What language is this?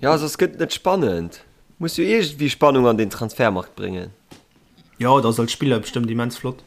Luxembourgish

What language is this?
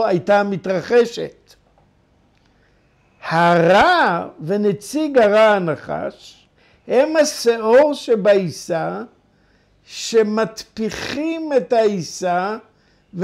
Hebrew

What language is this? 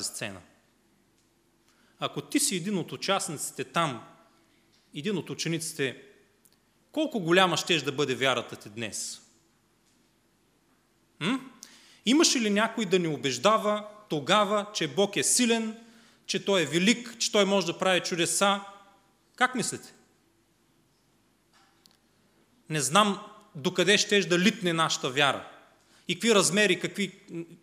Bulgarian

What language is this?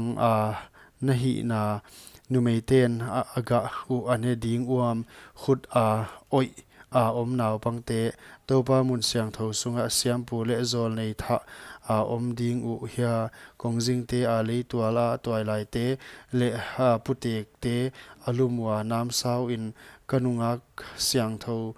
Paite Chin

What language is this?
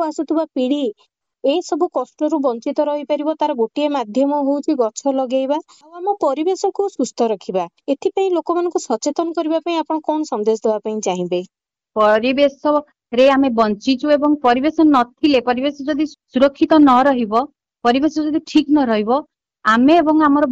Odia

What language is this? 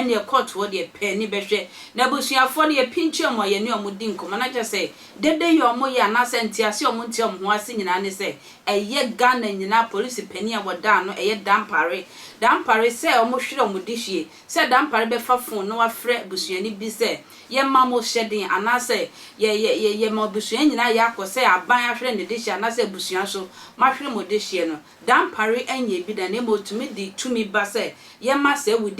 Akan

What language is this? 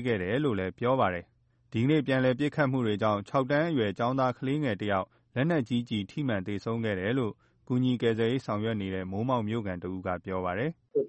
Burmese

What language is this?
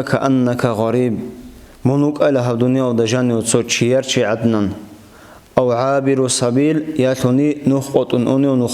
Avaric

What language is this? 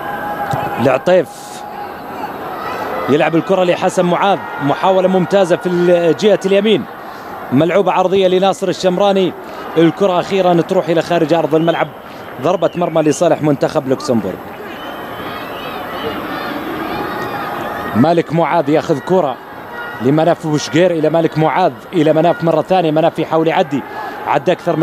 Arabic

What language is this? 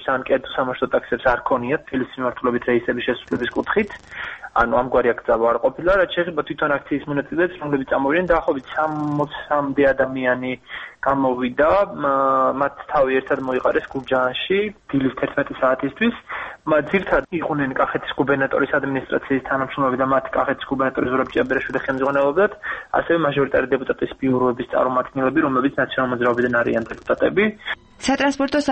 Georgian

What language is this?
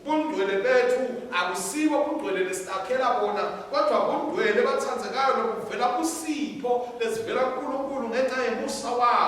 Swati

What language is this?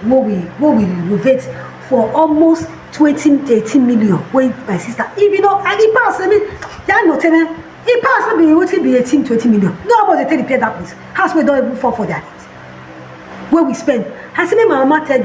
Nigerian Pidgin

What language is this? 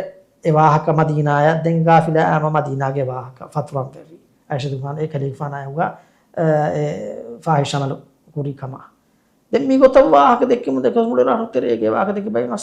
Divehi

